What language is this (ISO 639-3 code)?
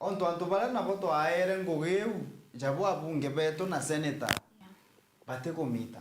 mer